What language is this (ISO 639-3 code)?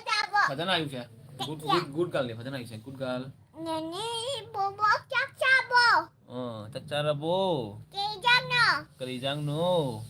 mni